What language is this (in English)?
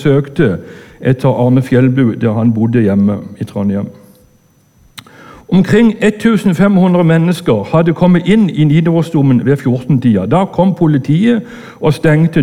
Norwegian